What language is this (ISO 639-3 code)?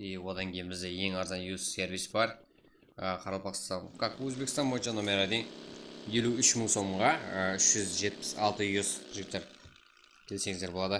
kaa